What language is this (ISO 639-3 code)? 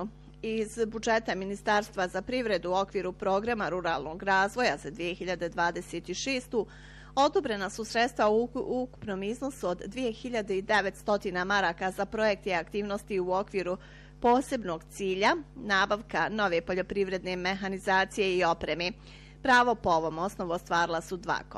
bos